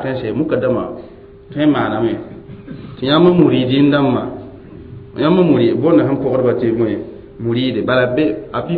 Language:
Mossi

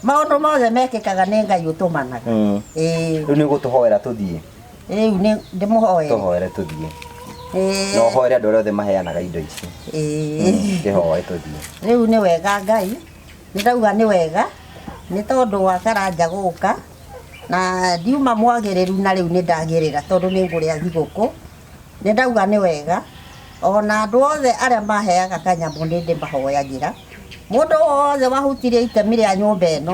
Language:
Kikuyu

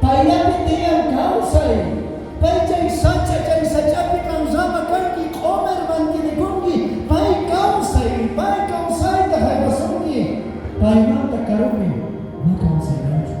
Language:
South Bolivian Quechua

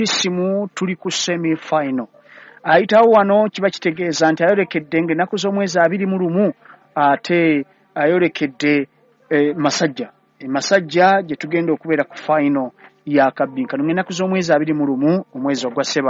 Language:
Ganda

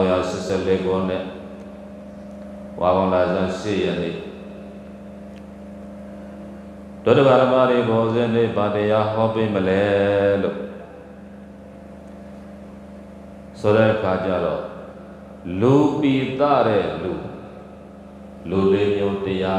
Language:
Burmese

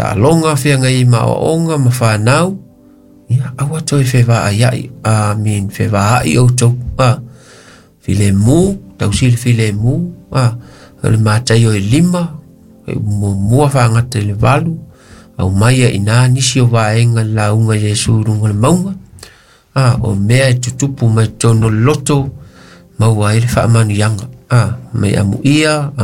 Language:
Samoan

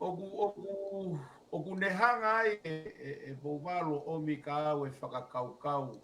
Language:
Tongan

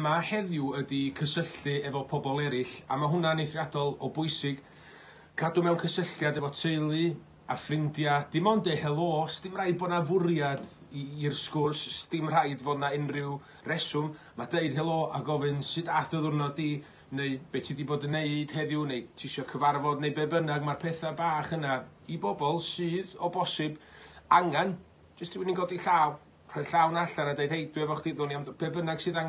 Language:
Welsh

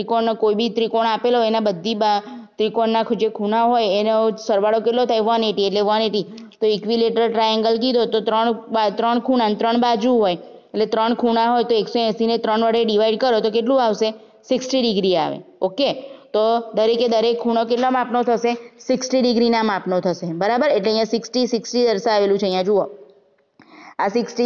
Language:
Gujarati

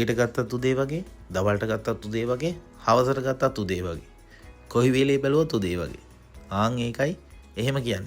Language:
Sinhala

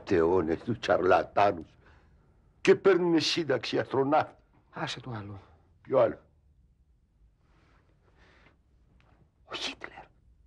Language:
Greek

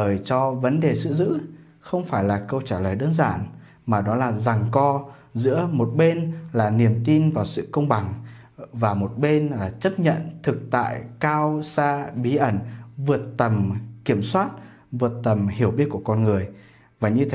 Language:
Vietnamese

